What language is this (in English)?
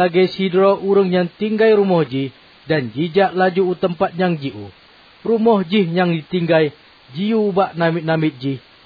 Achinese